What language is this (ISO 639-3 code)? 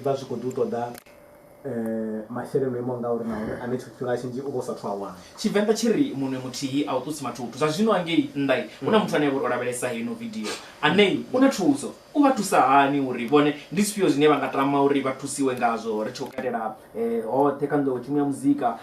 ven